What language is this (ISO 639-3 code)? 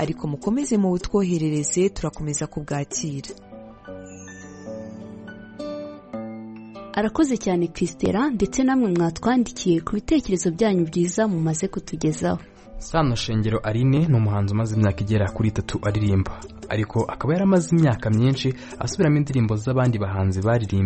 kin